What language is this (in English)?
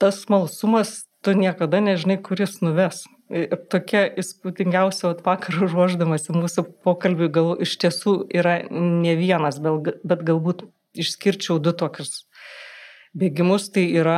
Lithuanian